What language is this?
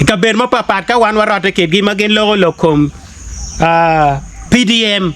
Acoli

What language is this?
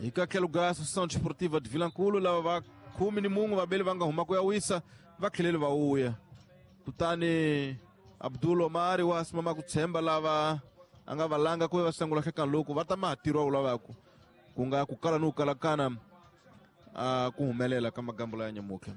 Tsonga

